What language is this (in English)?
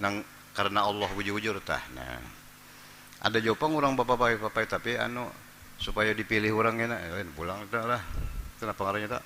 Banjar